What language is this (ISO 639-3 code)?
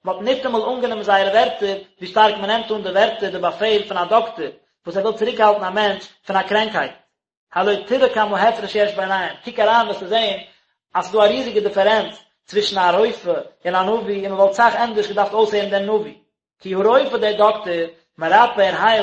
yid